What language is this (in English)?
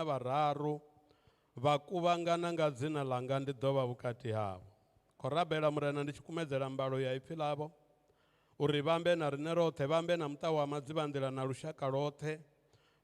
Venda